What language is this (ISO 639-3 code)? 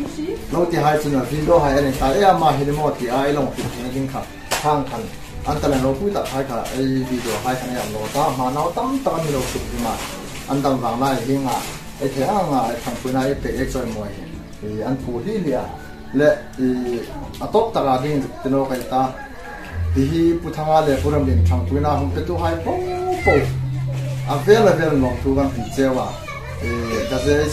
hmr